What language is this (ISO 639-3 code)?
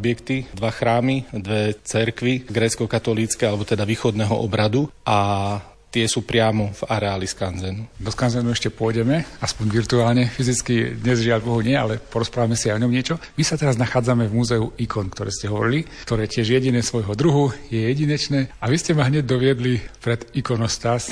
slk